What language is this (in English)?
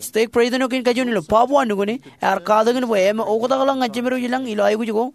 Marshallese